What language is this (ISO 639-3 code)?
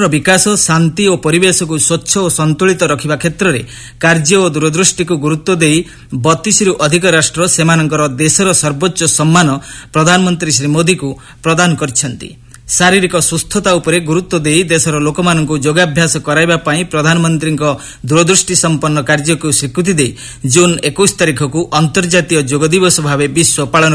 ori